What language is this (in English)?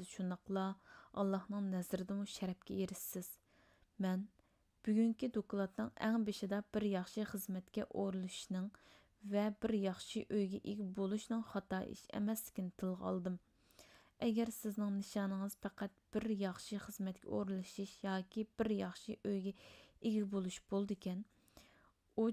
Uyghur